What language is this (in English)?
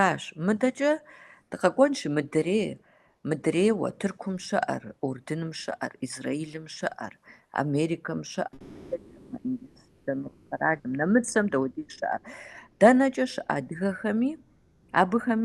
Kabardian